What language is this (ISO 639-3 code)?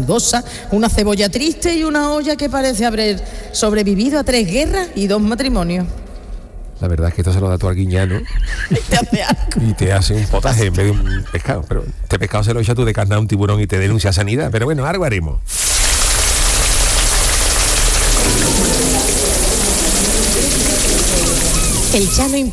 spa